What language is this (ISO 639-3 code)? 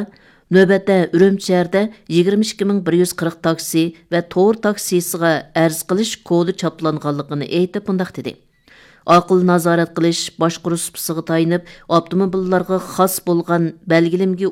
uig